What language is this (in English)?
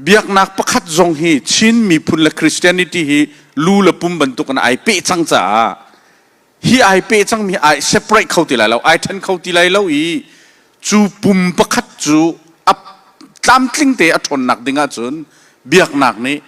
Hakha Chin